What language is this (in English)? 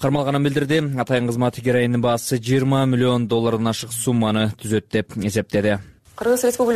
Kyrgyz